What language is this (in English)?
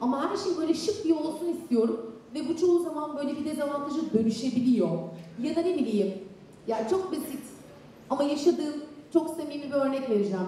Turkish